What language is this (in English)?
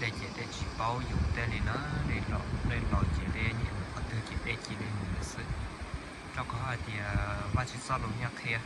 Hmong